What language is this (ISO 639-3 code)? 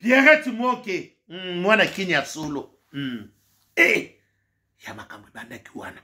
lin